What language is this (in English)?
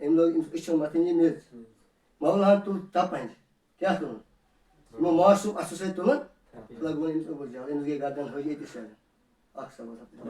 Kashmiri